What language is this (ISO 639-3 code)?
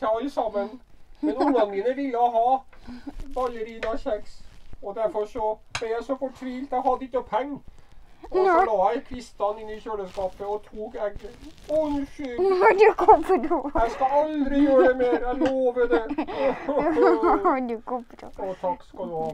nor